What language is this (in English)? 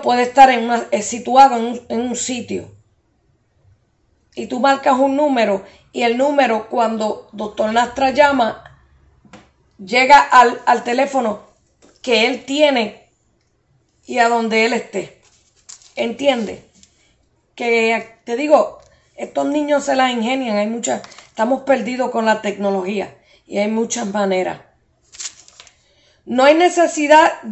Spanish